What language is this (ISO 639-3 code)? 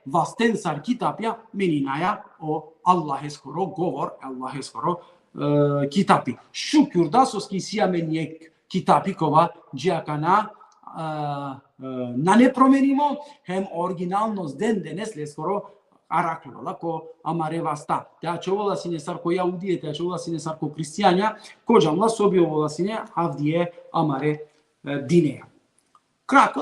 rmn